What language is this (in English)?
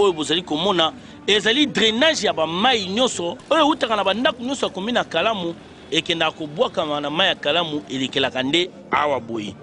Lingala